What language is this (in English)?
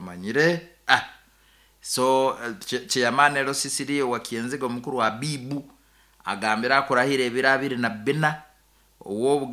Nyoro